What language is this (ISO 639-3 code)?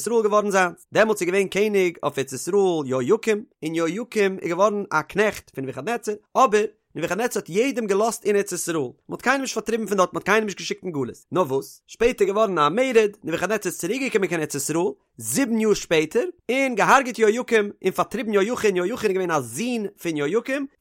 yid